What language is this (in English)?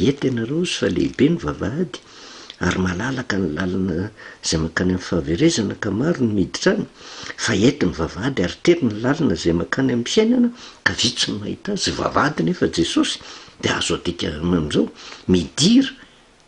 Malagasy